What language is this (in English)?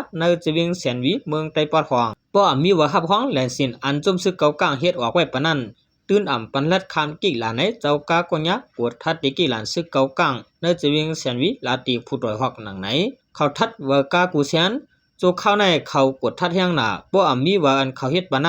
Shan